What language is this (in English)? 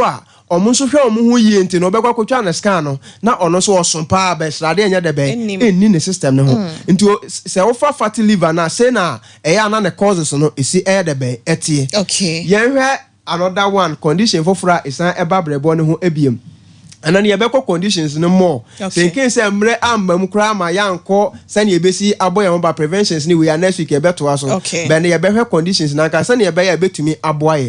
Akan